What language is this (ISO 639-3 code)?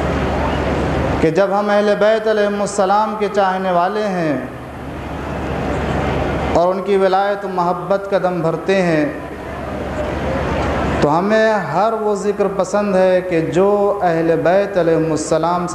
urd